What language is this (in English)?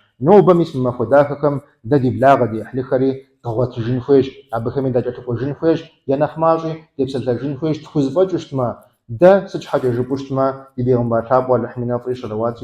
Kabardian